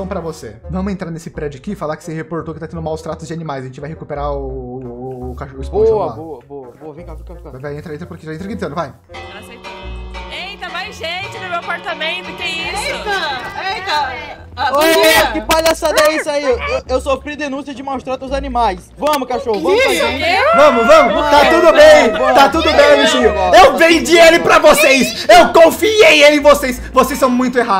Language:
Portuguese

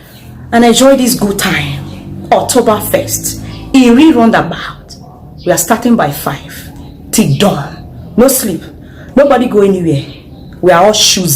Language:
Nigerian Pidgin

